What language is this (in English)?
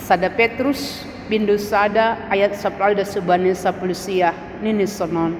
Batak Simalungun